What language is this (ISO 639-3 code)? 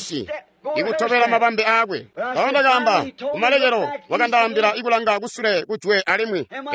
toi